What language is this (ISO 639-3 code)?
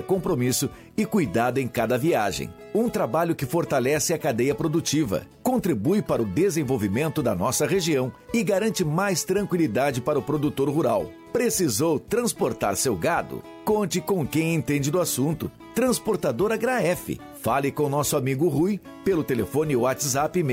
por